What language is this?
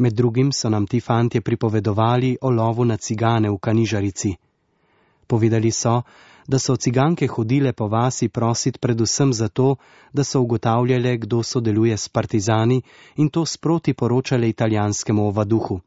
Slovenian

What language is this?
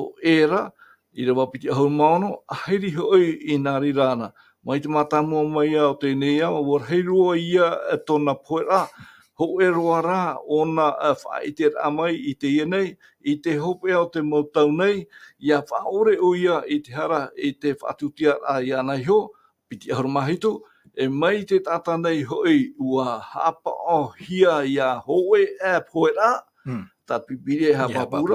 Tahitian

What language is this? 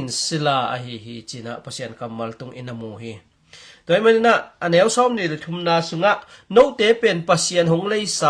Tedim Chin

